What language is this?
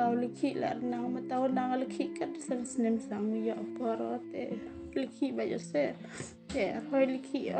Khasi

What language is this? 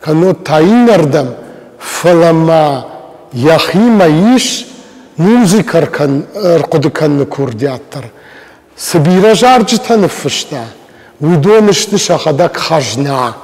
Ossetic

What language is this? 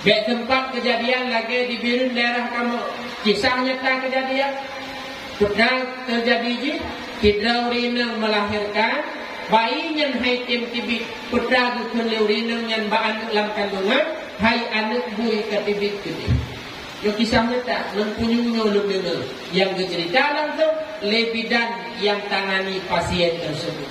Achinese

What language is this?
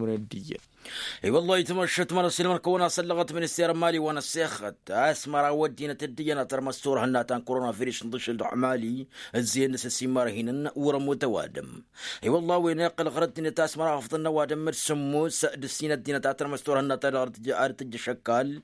Tamasheq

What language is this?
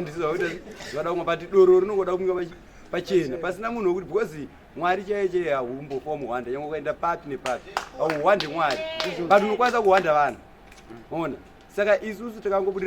Shona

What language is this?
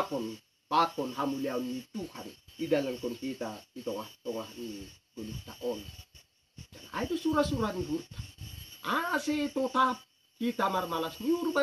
Batak Simalungun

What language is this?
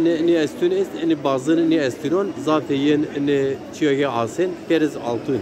Zaza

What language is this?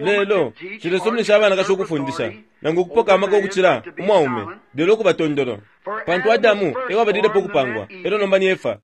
Bemba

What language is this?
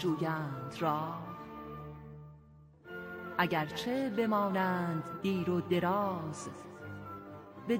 Persian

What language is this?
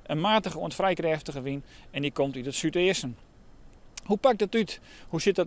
Western Frisian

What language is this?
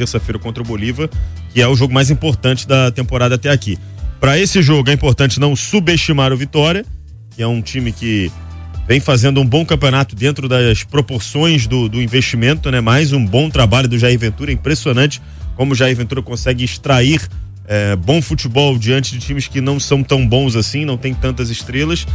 Portuguese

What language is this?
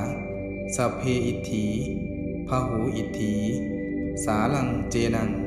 Pali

